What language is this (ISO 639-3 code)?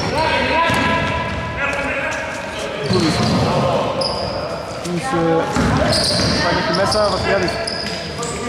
ell